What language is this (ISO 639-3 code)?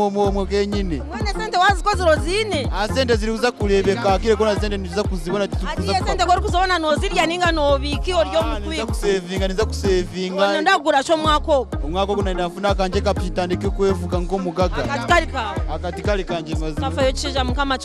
nyn